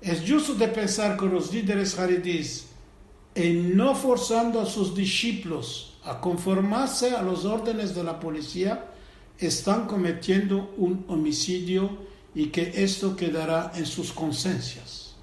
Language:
Ladino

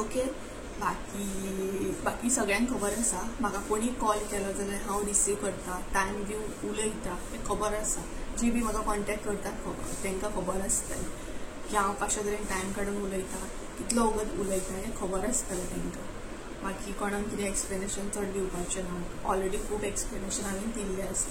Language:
Konkani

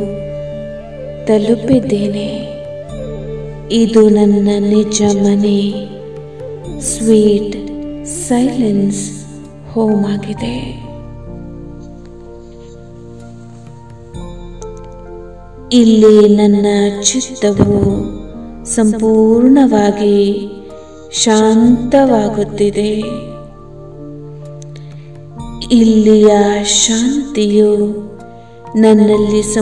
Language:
Kannada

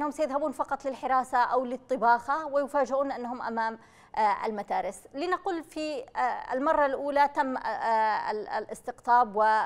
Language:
Arabic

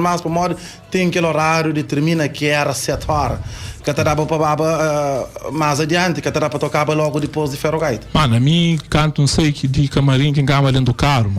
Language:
Kabuverdianu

